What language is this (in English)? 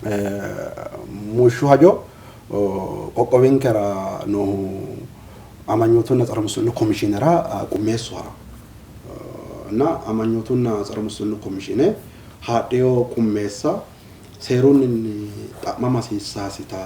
Sidamo